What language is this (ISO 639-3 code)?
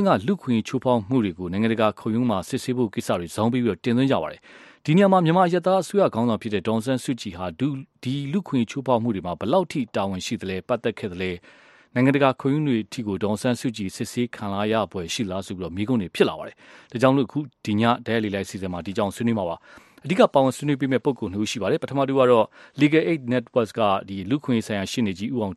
mya